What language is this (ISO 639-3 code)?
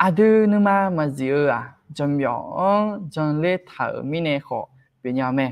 ahk